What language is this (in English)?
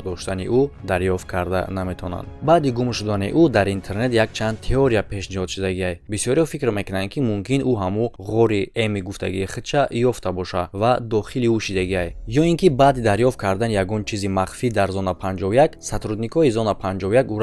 Tajik